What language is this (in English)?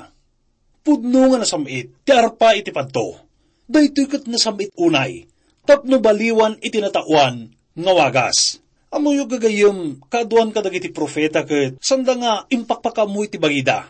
Iloko